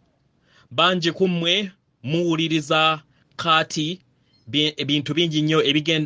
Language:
Ganda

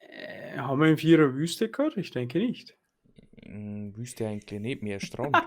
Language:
Bavarian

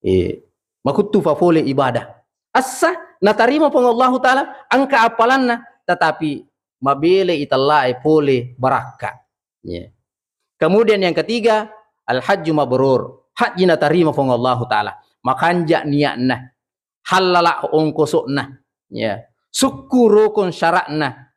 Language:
Buginese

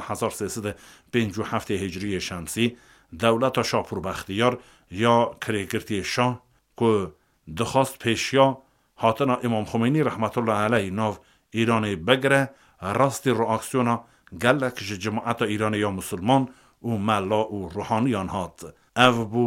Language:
Kurdish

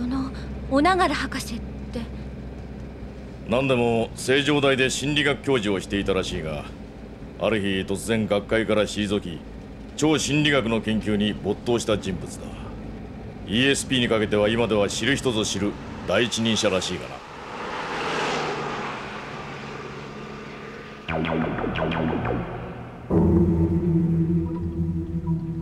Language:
Japanese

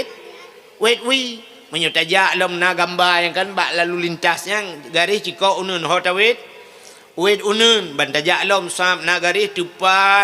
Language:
Achinese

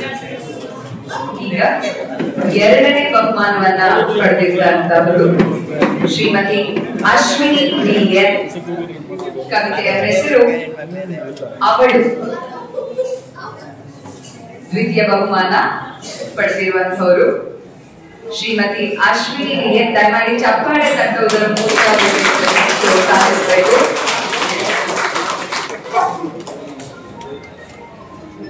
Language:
Kannada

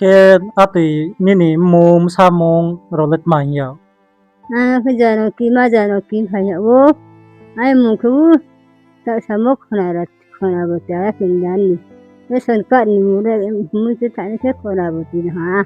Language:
Riang (India)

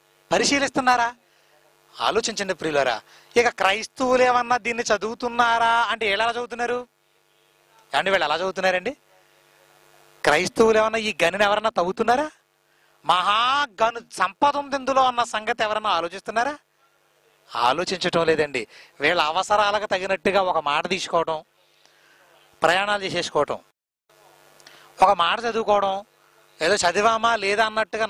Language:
Telugu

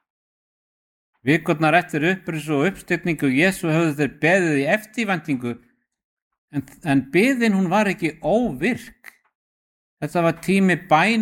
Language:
Icelandic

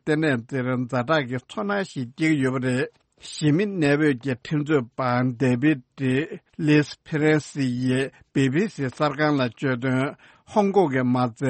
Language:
Tibetan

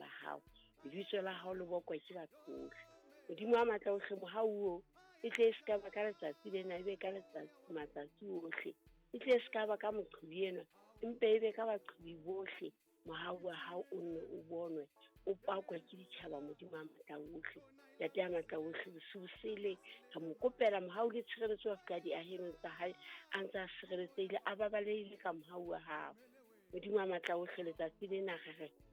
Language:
Southern Sotho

